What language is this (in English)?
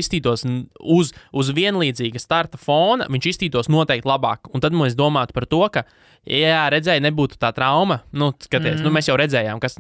Latvian